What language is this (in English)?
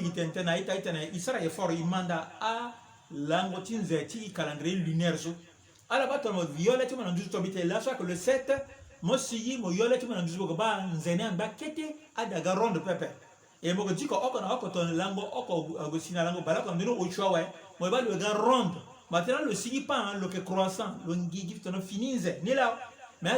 Sango